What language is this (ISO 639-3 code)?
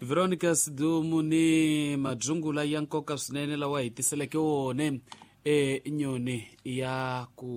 tso